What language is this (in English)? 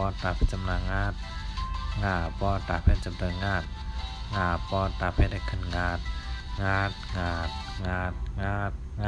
Shan